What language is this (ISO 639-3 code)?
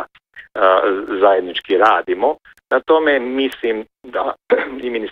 bos